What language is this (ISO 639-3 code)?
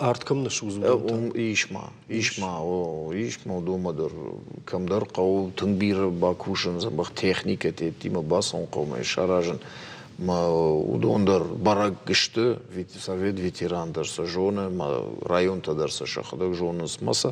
oss